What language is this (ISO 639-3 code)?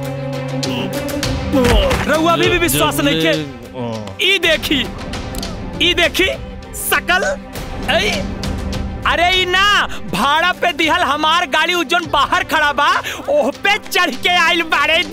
bho